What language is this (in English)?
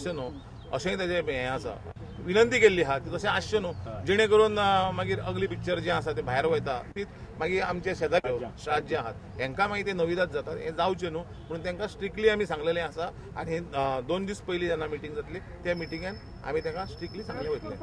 Konkani